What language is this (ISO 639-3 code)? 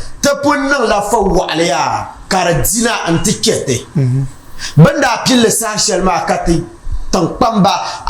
dag